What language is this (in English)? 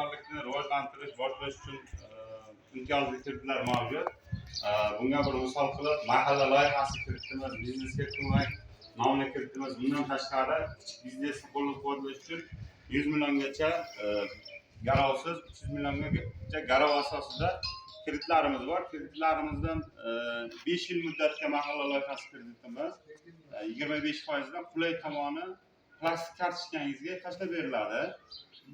Uzbek